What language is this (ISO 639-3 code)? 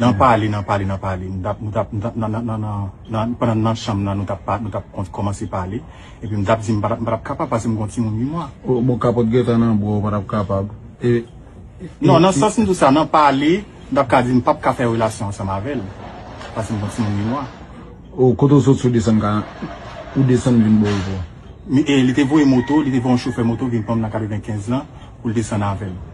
hat